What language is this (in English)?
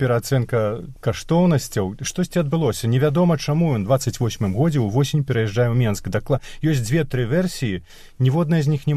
Belarusian